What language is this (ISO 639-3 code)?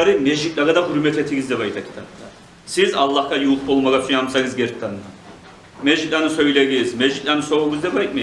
kum